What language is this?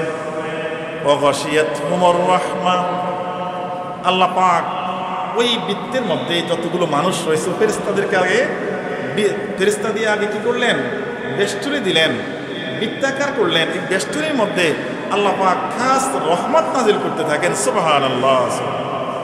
Bangla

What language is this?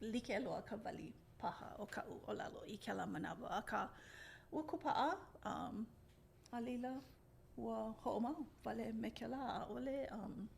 Hawaiian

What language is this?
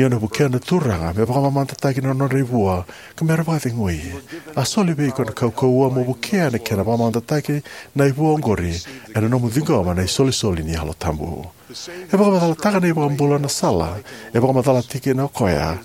Fijian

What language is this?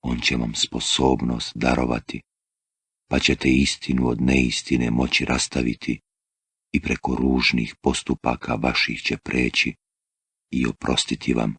Bosnian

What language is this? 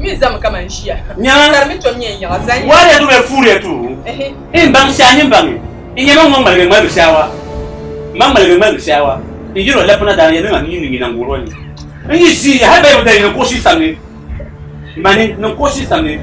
Dagbani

